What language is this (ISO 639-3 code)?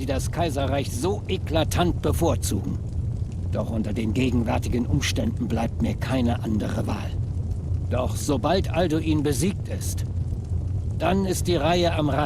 gsw